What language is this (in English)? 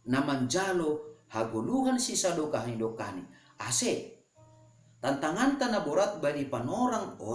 Batak Simalungun